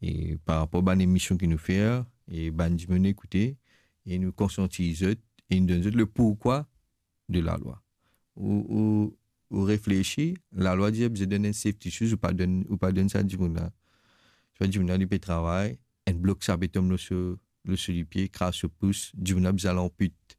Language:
Morisyen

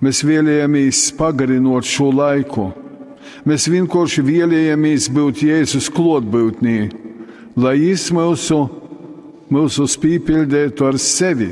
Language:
Latgalian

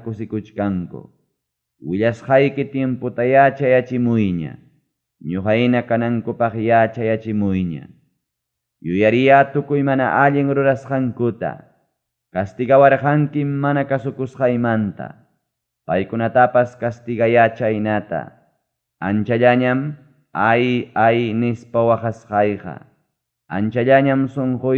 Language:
Ayacucho Quechua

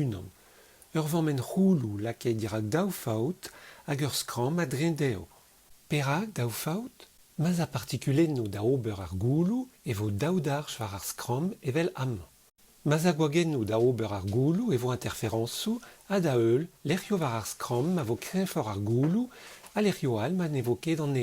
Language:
Breton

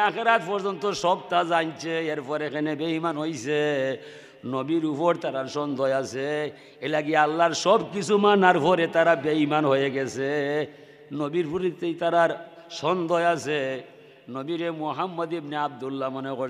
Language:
Sylheti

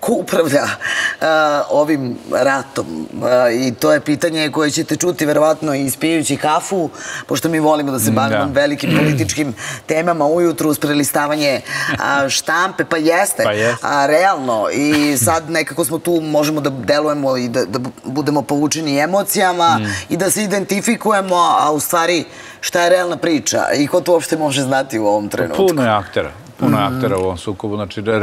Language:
Serbian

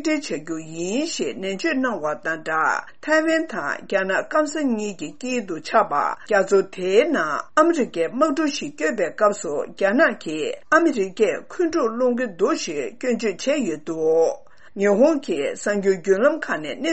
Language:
Tibetan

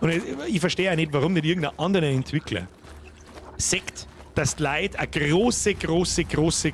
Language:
Bavarian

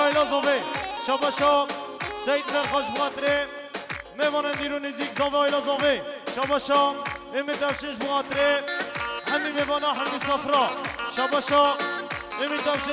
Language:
Kurdish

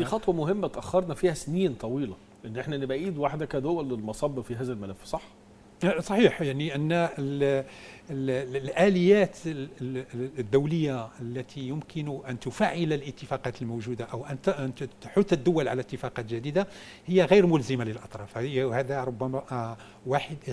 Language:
Egyptian Arabic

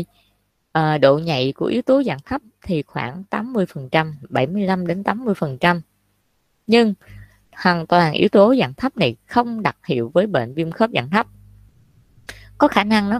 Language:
Vietnamese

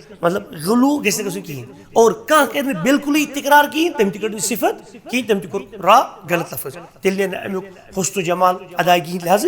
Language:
Kashmiri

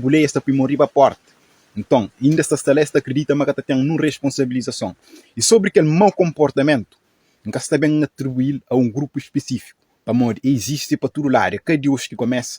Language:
Kabuverdianu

